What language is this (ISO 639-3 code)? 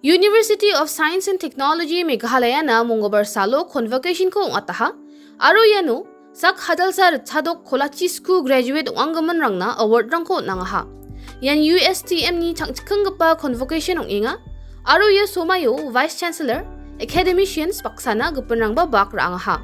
grt